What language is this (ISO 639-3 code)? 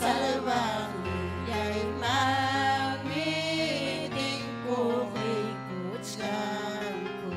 quy